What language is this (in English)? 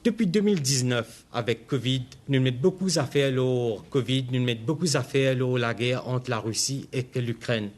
Morisyen